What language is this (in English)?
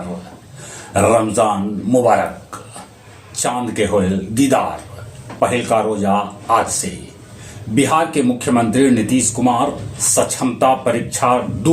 Magahi